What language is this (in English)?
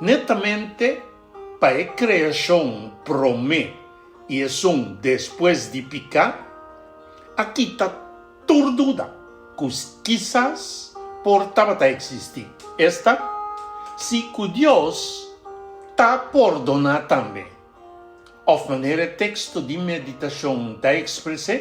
Papiamento